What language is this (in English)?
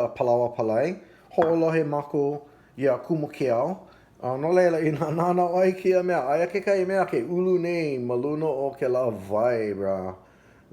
Hawaiian